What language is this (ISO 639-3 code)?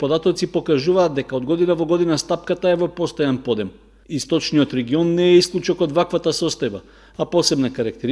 mkd